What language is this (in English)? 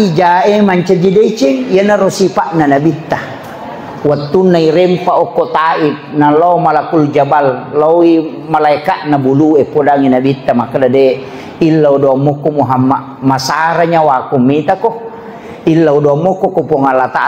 Buginese